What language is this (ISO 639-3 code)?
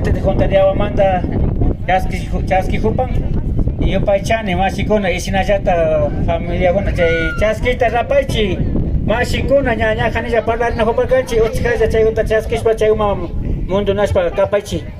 qvi